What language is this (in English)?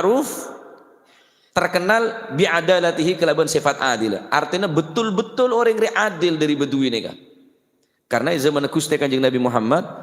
Madurese